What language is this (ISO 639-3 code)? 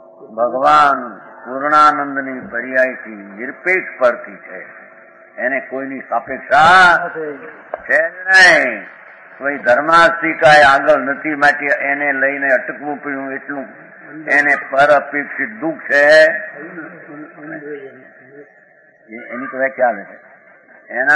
guj